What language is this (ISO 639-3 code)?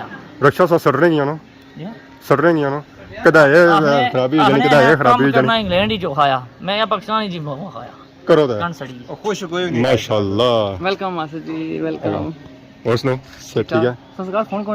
phr